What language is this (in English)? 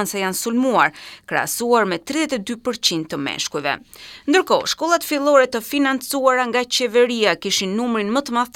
Albanian